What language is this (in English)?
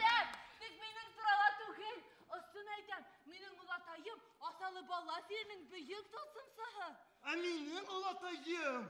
Bashkir